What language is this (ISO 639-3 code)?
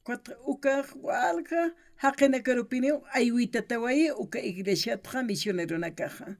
aym